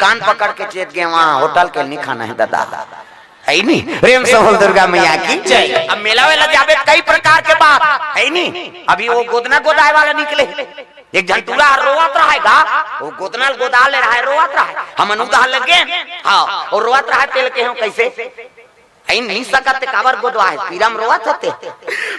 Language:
Chhattisgarhi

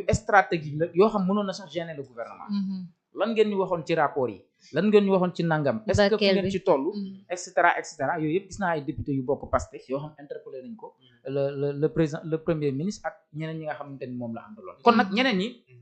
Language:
Wolof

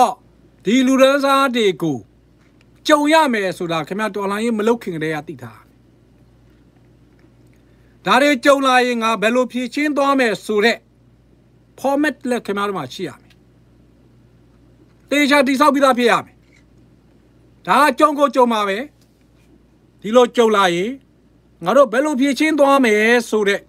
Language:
Burmese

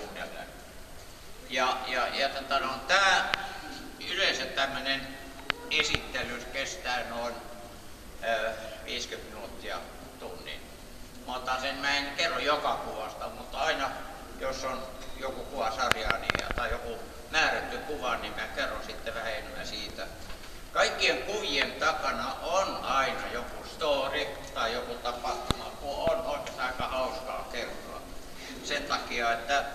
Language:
Finnish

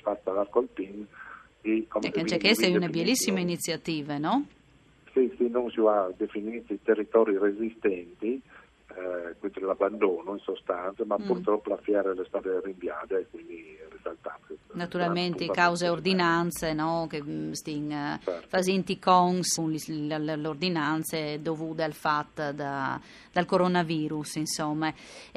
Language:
Friulian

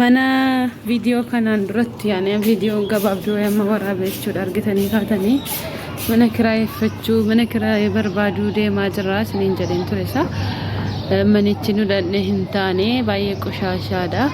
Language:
Oromo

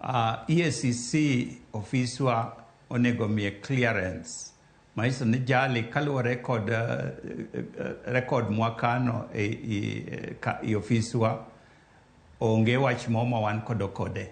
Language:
Luo (Kenya and Tanzania)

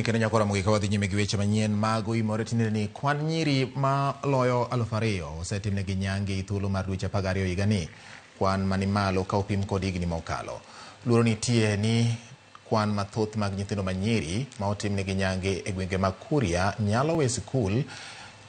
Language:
Luo (Kenya and Tanzania)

